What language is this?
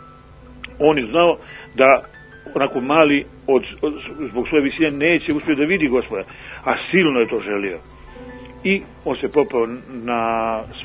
Serbian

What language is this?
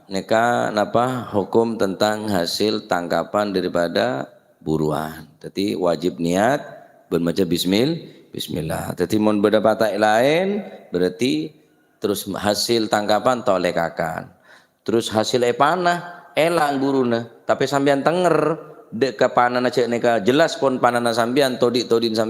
Madurese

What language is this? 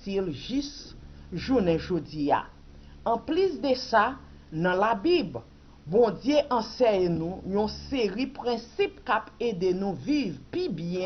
Haitian Creole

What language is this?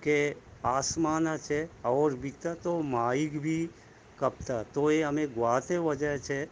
Eastern Balochi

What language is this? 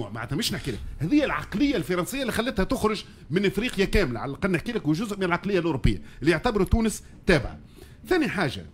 Tunisian Arabic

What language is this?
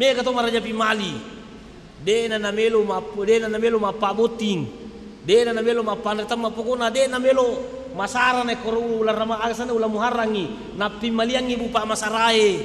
Buginese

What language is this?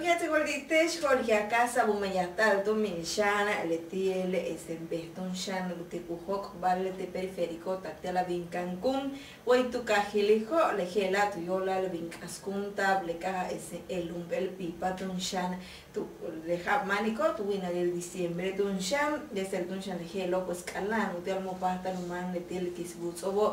Yucateco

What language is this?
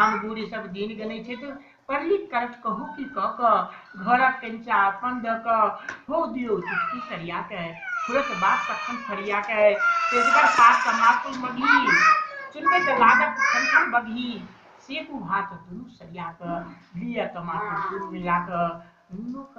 Maithili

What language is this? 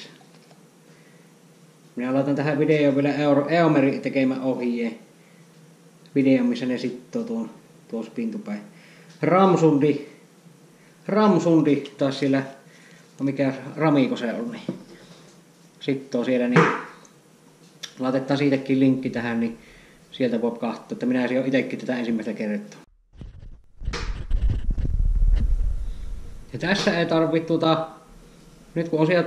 Finnish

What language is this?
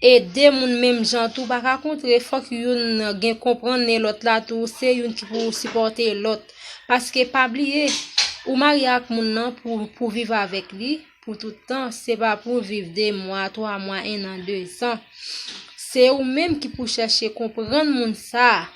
Haitian Creole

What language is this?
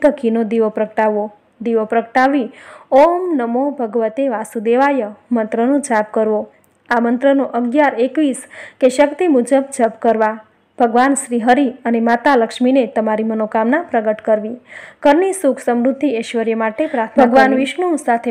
Gujarati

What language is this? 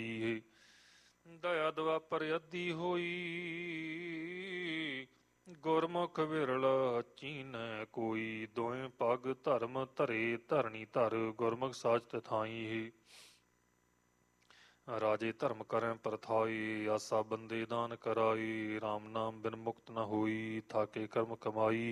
Punjabi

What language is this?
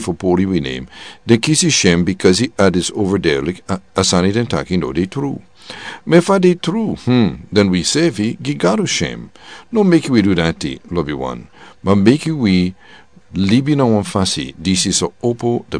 Sranan Tongo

